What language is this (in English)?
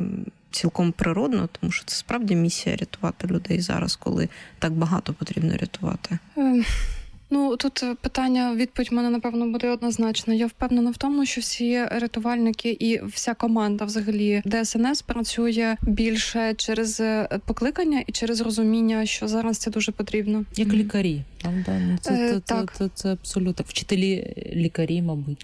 Ukrainian